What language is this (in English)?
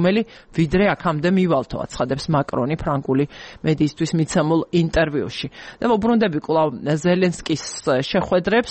Georgian